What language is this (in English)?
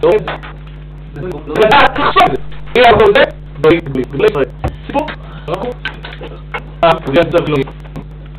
Hebrew